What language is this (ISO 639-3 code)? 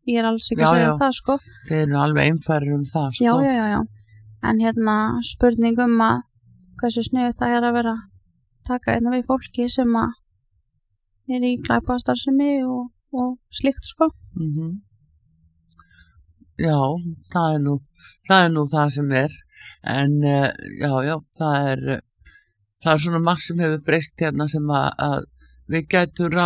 isl